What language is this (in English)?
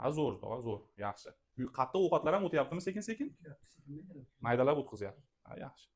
Uzbek